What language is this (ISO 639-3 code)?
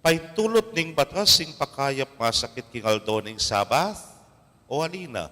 pam